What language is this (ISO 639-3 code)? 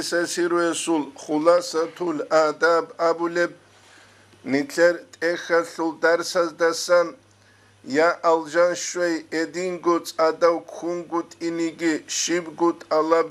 ava